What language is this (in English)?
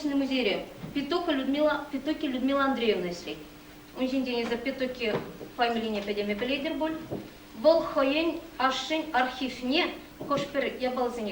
Chuvash